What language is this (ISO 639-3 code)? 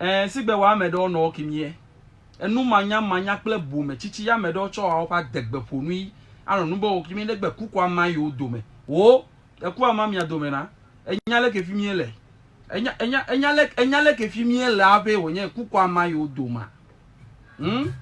ewe